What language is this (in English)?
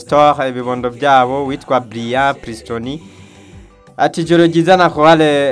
Rundi